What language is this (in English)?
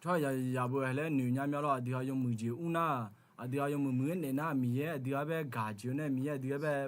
Akha